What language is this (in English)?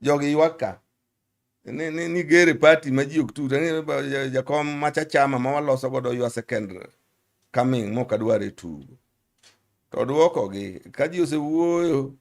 Luo (Kenya and Tanzania)